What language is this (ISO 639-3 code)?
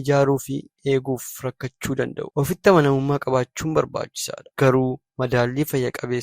orm